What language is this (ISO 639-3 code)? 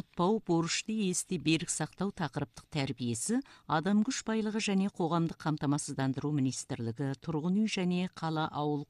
kaz